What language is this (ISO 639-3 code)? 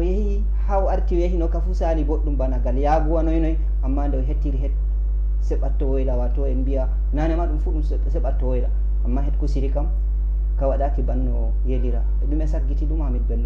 ful